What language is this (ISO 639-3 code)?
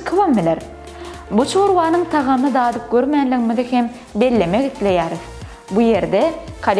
tuk